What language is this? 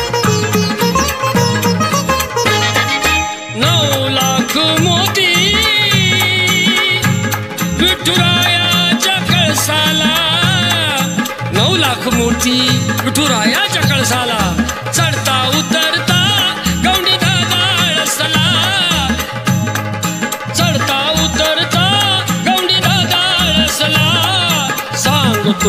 Marathi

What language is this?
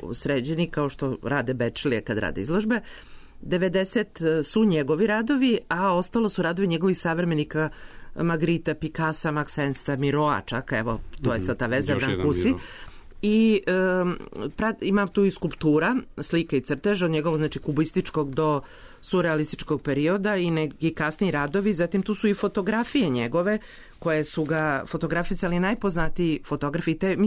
Serbian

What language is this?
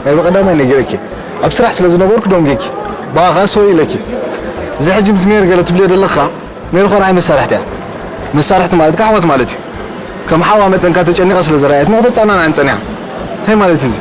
Tigrinya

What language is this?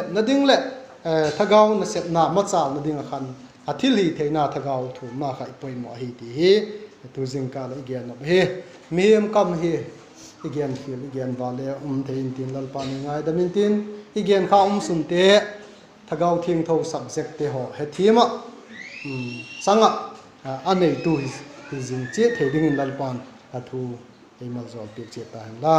Vaiphei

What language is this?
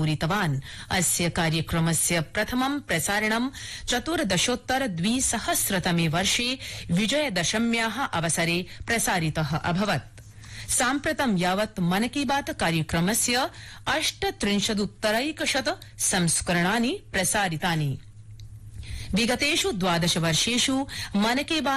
Sanskrit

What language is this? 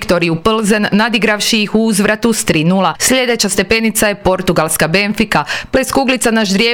Croatian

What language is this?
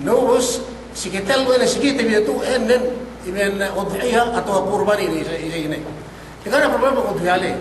Yakan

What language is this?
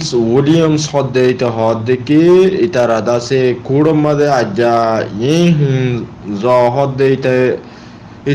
Rohingya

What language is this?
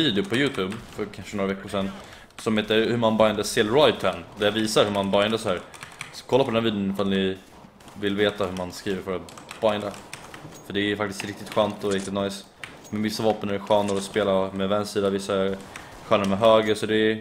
Swedish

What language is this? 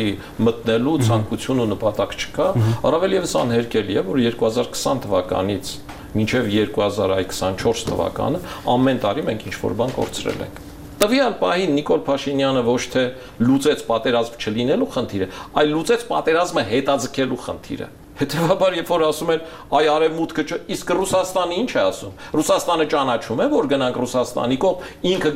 Armenian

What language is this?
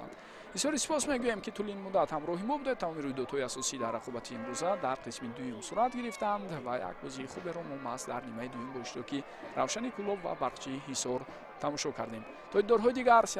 Tajik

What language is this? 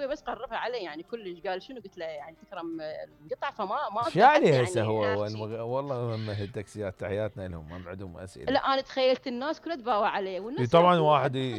Mesopotamian Arabic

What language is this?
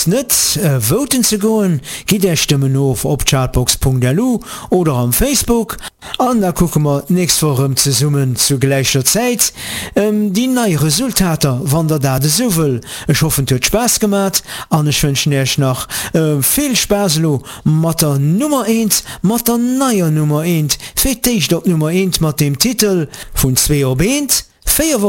Luxembourgish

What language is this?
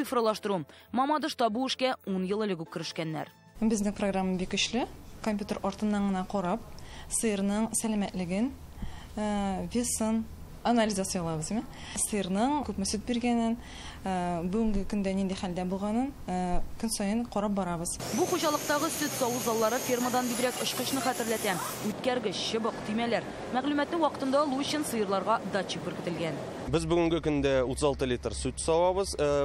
Tatar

